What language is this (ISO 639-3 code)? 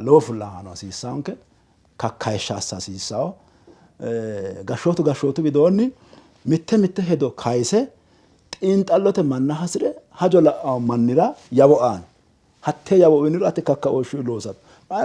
sid